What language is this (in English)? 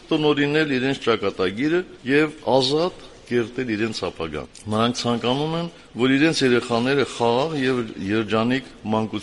Armenian